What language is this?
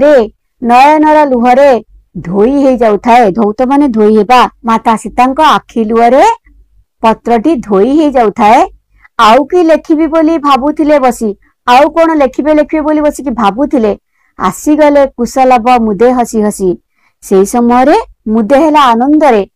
Odia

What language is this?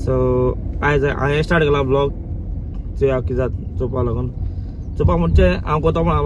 Konkani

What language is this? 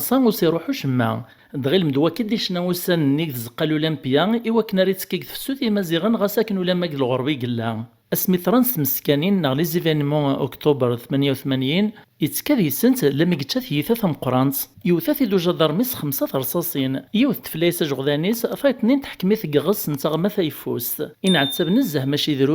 Kabyle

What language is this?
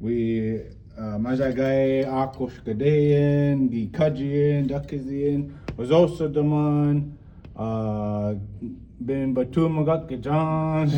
Chippewa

